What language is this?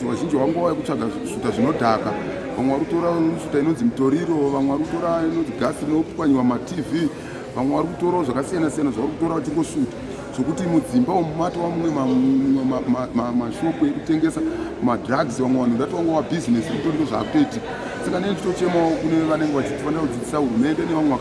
Shona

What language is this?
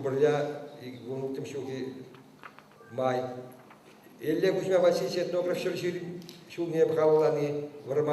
Chuvash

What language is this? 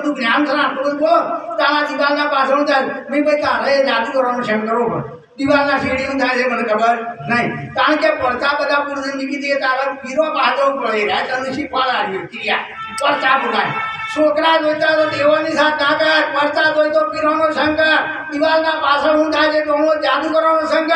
Gujarati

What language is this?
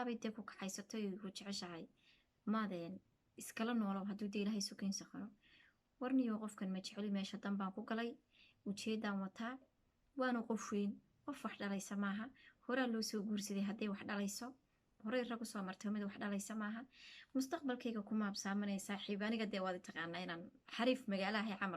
Somali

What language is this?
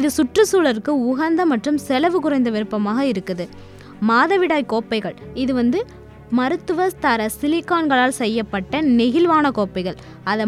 Tamil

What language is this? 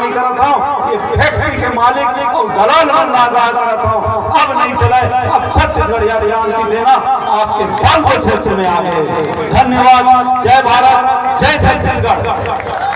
Chhattisgarhi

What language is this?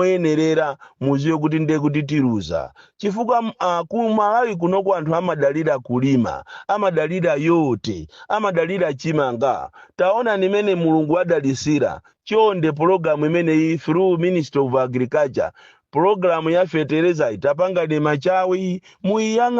Nyanja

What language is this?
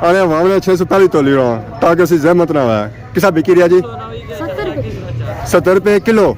Pahari-Potwari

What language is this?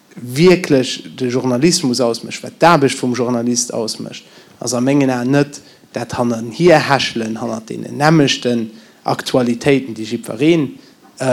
Luxembourgish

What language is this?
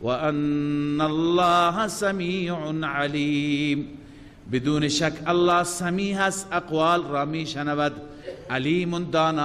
Persian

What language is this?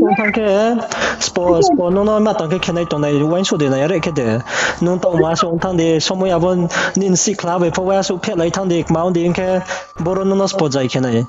Riang (India)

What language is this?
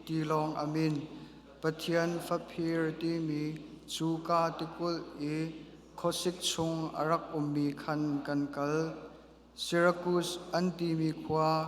Falam Chin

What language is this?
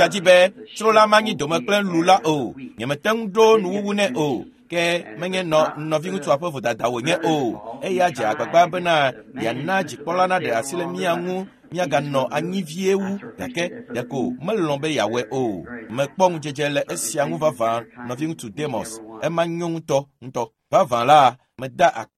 Ewe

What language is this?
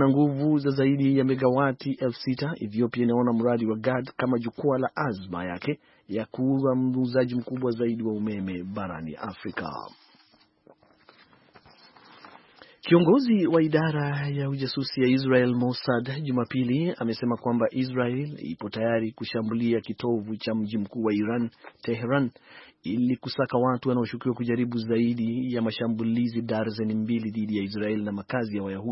Swahili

